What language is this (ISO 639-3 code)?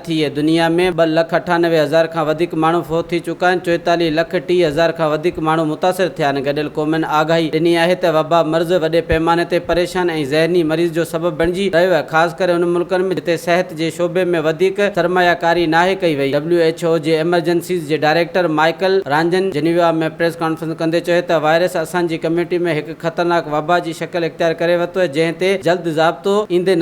snd